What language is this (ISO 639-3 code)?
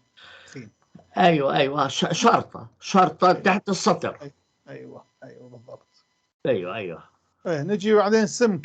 apc